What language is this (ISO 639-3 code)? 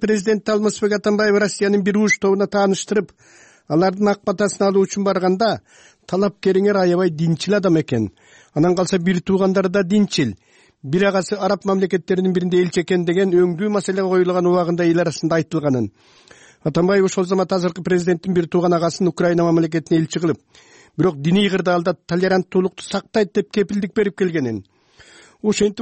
kir